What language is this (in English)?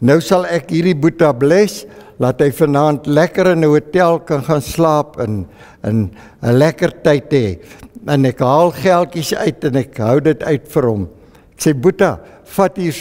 Afrikaans